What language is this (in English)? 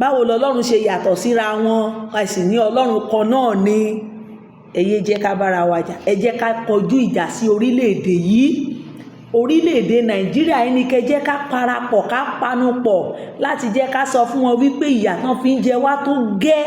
Yoruba